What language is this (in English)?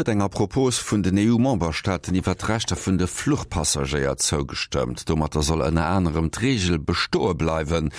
Luxembourgish